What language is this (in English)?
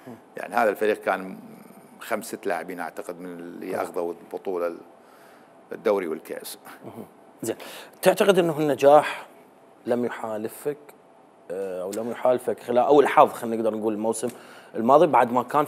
Mesopotamian Arabic